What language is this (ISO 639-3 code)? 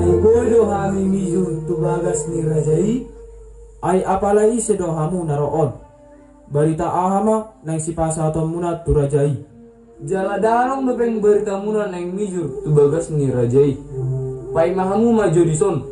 bbc